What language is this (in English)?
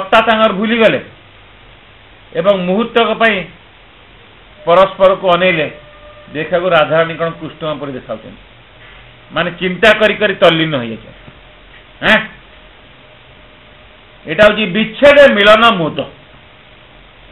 Odia